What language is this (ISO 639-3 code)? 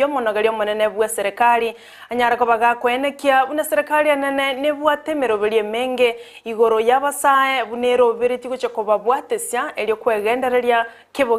guz